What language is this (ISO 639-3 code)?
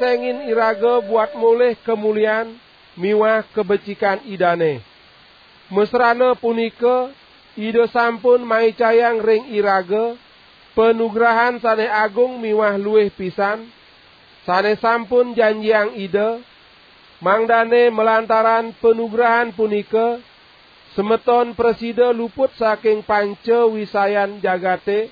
ban